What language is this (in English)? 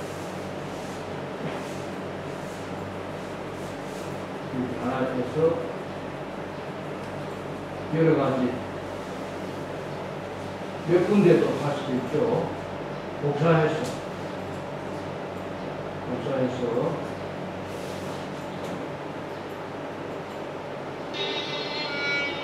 Korean